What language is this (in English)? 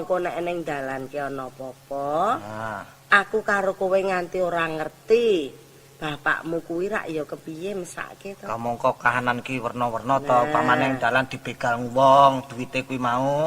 Javanese